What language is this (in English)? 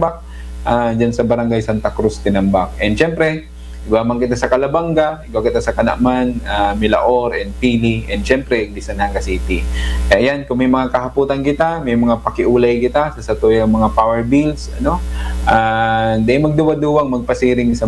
Bikol